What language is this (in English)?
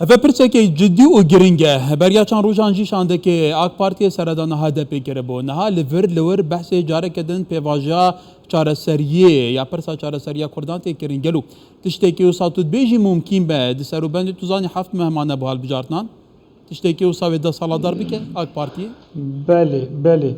Kurdish